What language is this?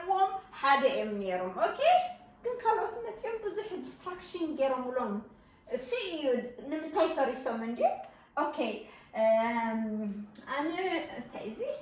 Tigrinya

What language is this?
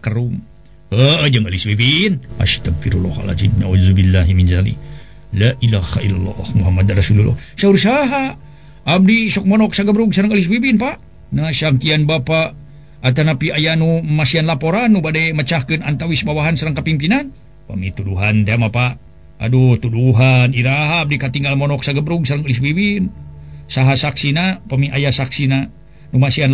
Sundanese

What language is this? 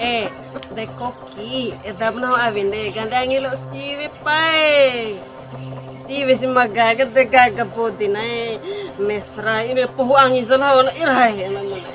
Bima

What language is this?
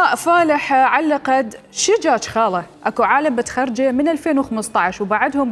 Mesopotamian Arabic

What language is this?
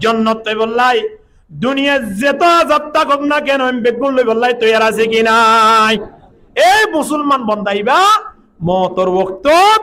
Rohingya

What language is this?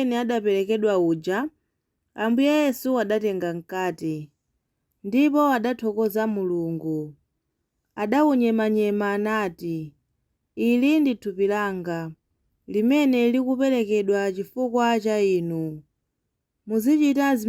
Nyanja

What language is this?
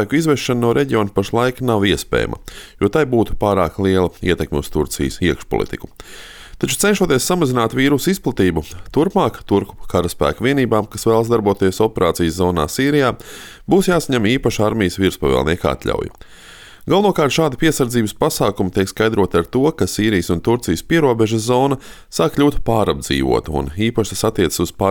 Latvian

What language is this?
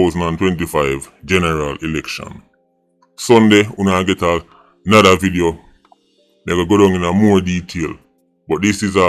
Jamaican Creole English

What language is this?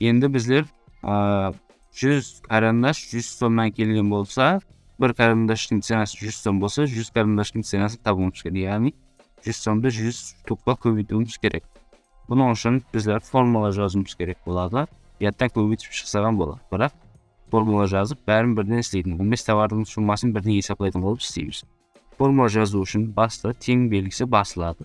Kara-Kalpak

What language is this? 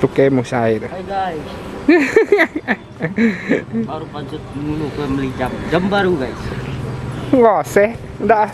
Iban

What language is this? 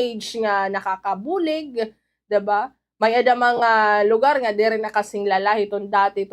Waray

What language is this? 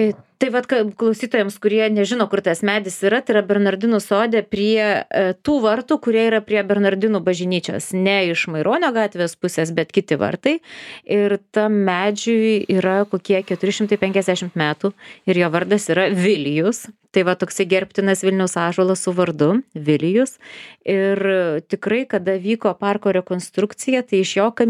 Lithuanian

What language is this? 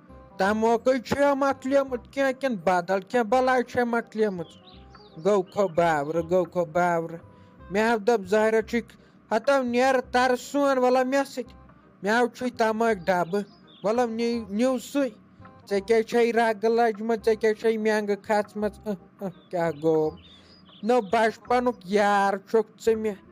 Kashmiri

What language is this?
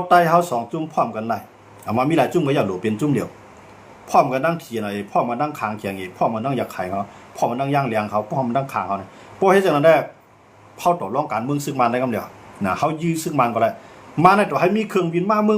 Shan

